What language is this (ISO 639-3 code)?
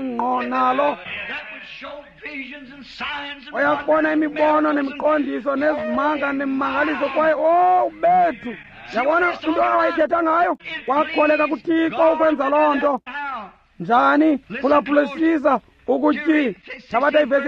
xho